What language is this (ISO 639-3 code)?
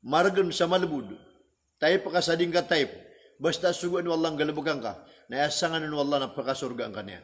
mrw